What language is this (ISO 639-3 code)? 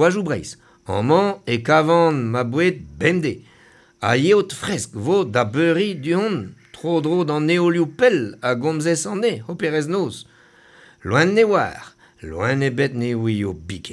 bre